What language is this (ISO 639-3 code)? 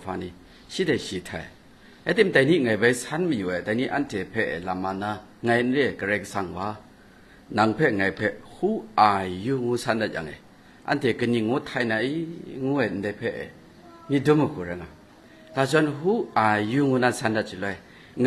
kac